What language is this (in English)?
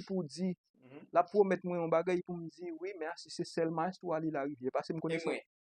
Haitian Creole